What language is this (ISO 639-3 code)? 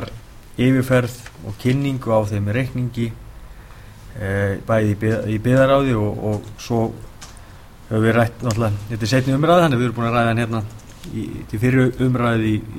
isl